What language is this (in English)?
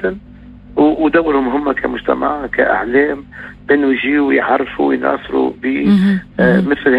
Tunisian Arabic